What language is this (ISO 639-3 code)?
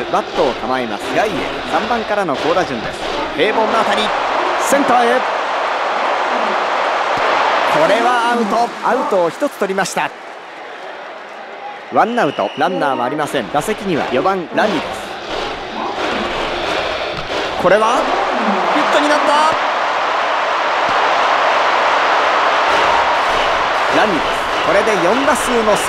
jpn